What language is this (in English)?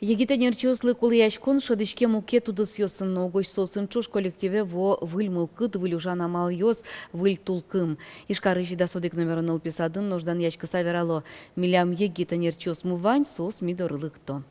Udmurt